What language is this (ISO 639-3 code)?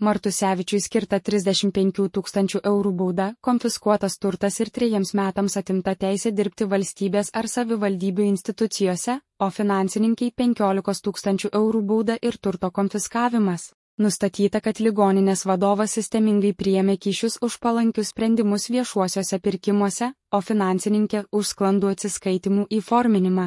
lit